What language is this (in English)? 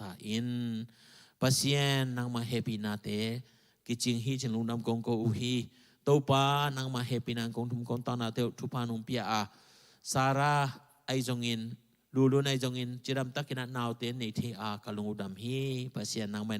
Tedim Chin